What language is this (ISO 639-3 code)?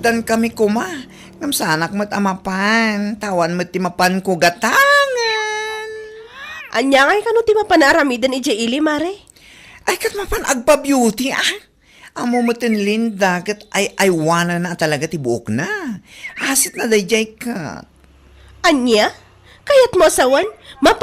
ilo